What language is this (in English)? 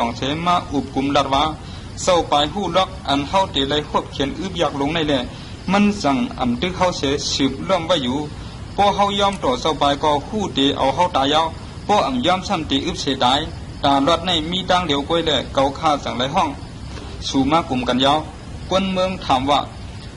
Shan